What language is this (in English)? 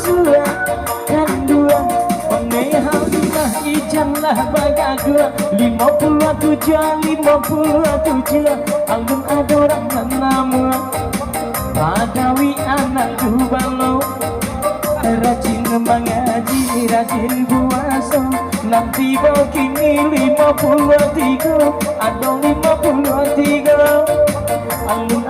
Minangkabau